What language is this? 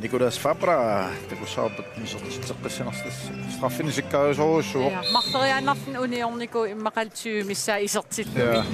Kalaallisut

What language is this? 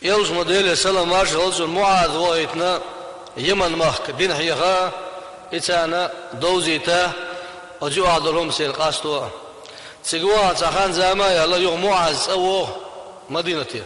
Chechen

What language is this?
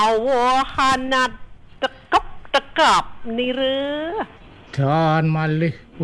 Balinese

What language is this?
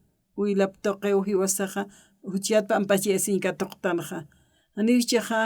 Aymara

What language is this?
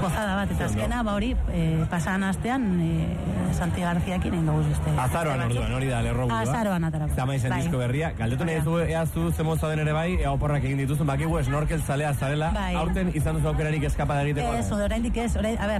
Basque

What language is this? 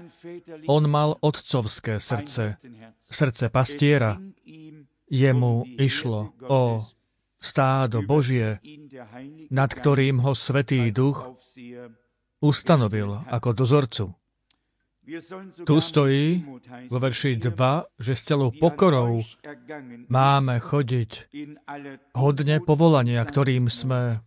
Slovak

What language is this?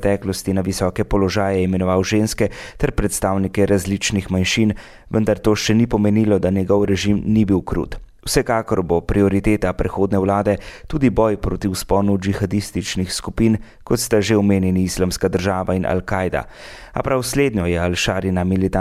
Slovenian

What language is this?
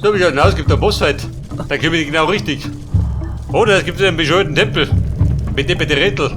Bavarian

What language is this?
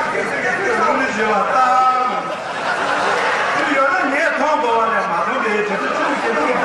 Tibetan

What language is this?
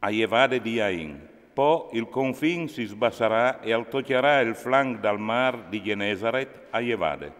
Friulian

